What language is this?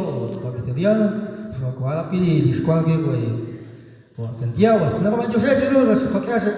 Kekchí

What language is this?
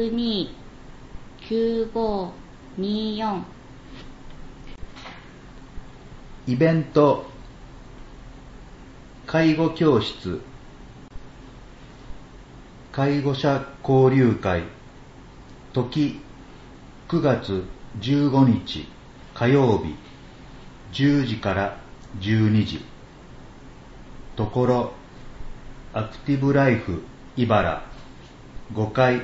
Japanese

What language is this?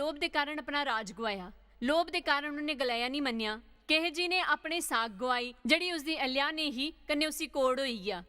Dogri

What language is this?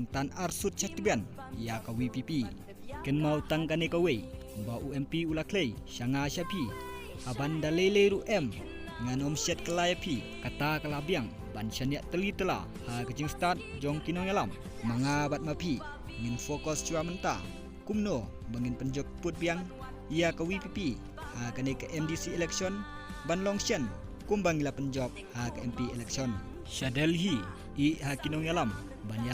Khasi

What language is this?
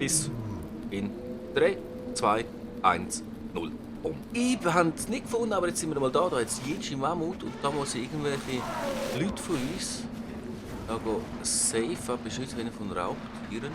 Swiss German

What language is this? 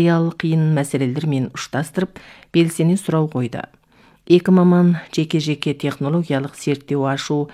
Kazakh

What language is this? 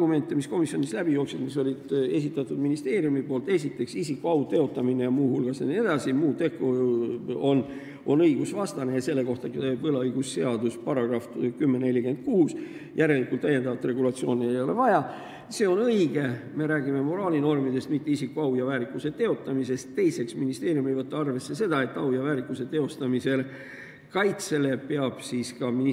Estonian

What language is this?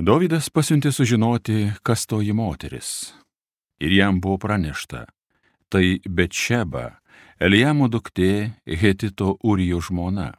Lithuanian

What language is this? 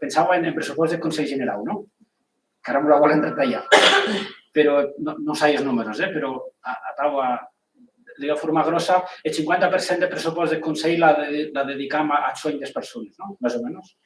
Occitan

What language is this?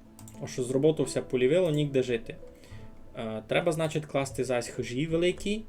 Rusyn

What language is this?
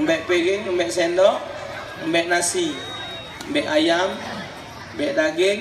Musi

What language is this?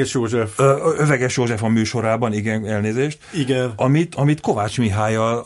Hungarian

